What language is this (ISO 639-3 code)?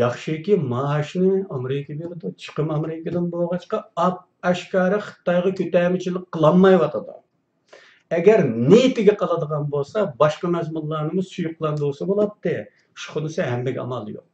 uig